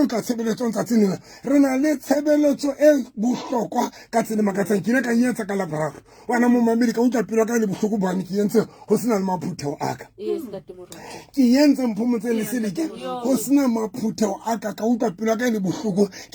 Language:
Southern Sotho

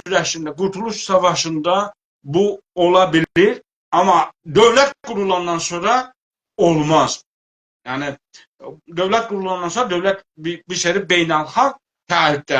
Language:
South Azerbaijani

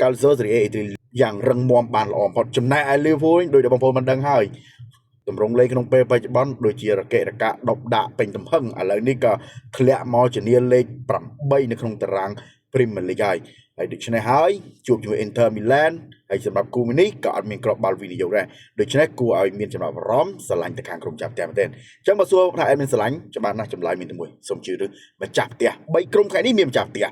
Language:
Khmer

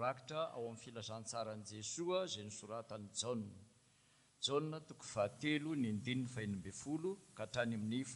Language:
Malagasy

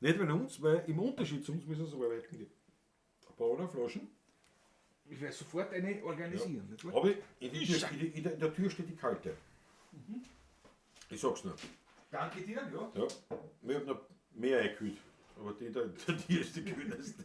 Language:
Bavarian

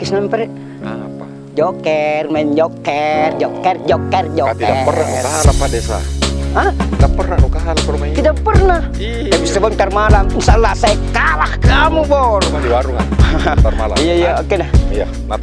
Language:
Makassar Malay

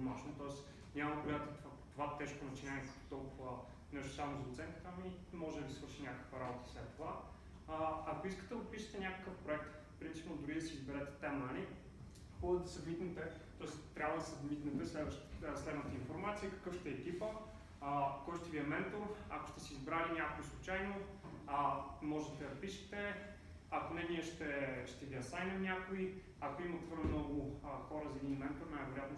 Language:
Bulgarian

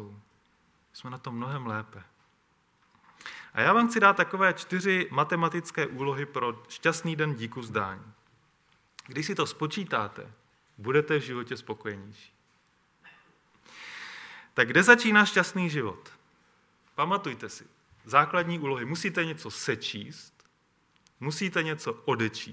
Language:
Czech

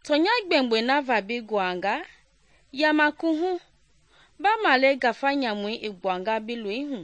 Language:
Mende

